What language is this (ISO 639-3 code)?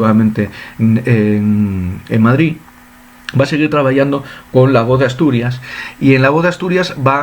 ast